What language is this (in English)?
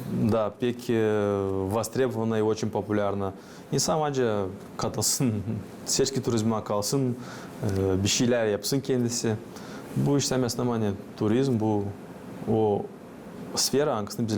Gagauz